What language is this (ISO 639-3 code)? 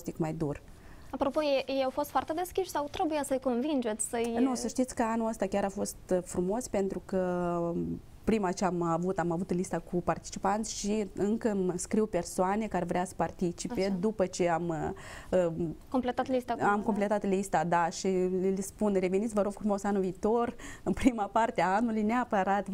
ron